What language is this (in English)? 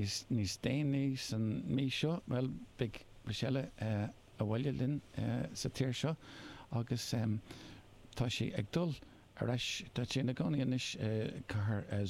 Irish